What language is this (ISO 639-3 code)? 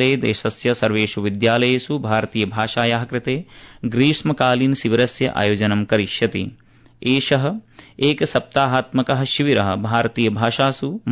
san